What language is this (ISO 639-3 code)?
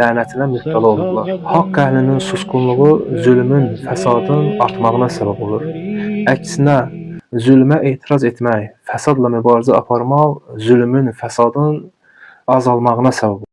aze